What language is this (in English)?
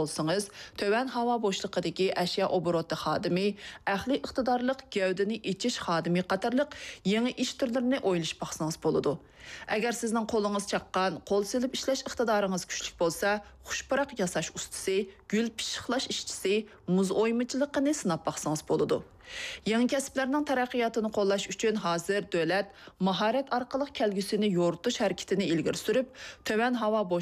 Uyghur